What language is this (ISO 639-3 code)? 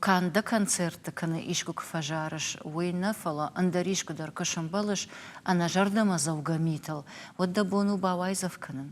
oss